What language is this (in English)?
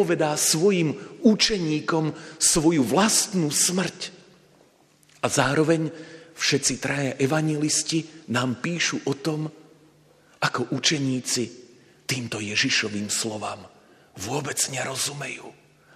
Slovak